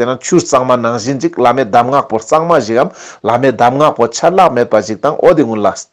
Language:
Ladakhi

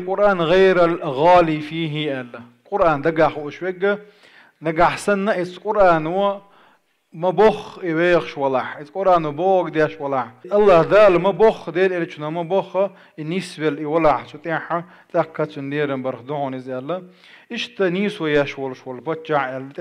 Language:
Chechen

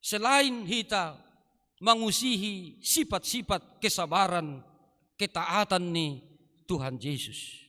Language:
Batak Simalungun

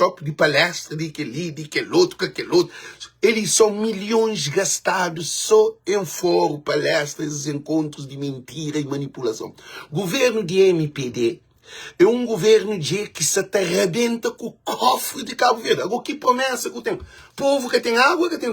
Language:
Kabuverdianu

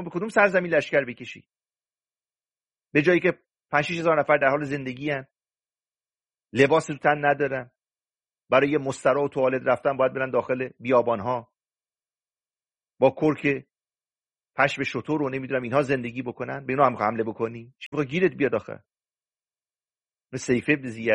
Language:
Persian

